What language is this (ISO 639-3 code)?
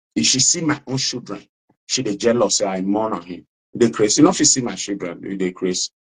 pcm